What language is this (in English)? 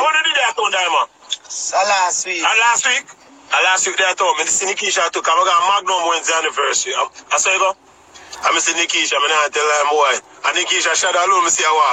Jamaican Creole English